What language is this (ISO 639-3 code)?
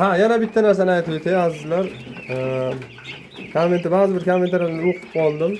uzb